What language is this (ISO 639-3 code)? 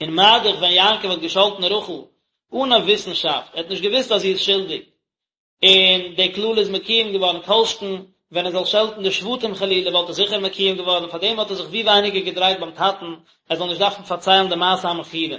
yid